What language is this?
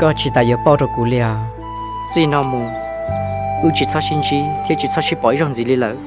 Hmong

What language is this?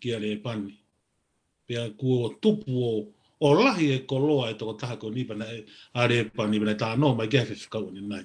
Tongan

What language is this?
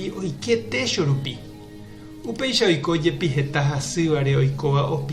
Guarani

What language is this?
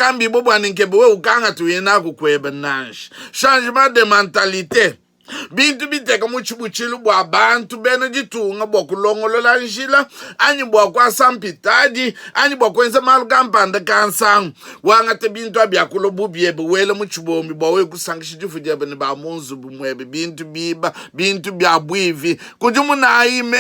Luba-Lulua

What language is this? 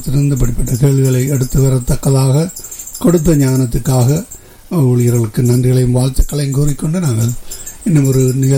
Tamil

